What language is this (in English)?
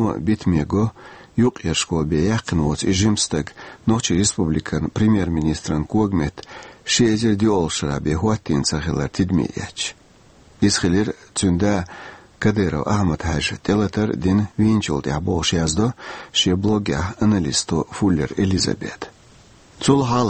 Chechen